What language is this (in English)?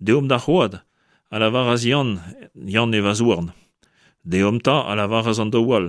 Breton